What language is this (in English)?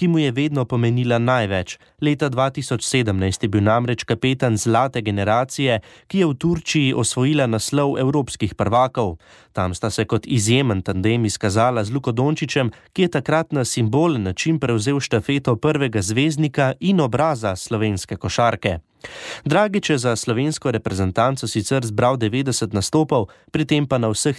Slovenian